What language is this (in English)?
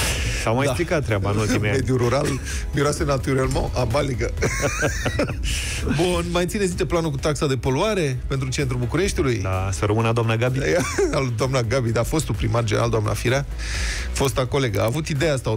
Romanian